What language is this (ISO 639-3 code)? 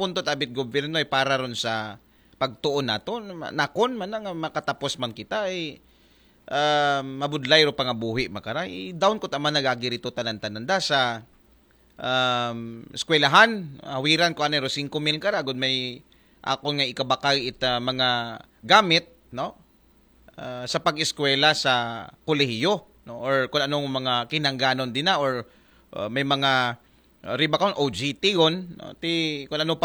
akl